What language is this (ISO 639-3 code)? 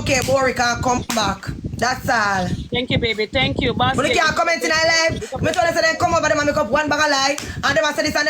jam